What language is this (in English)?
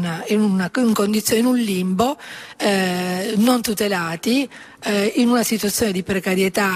Italian